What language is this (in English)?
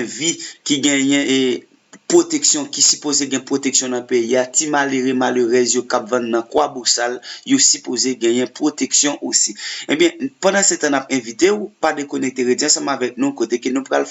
Haitian Creole